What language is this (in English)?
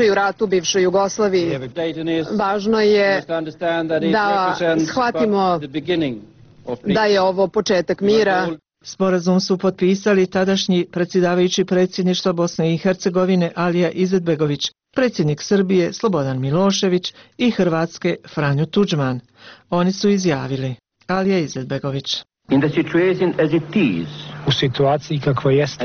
Bosnian